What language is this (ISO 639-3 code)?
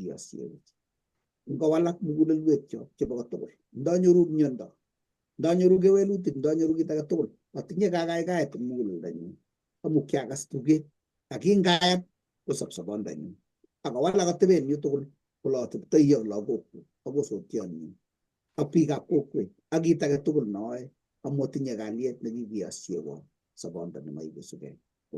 kln